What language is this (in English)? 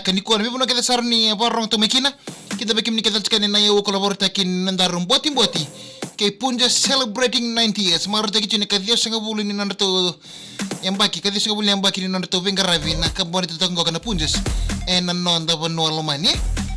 Fijian